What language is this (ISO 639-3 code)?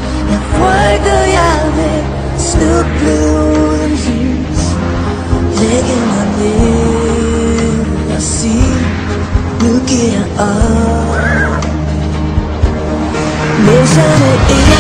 dan